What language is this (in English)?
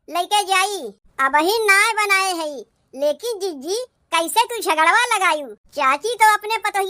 Awadhi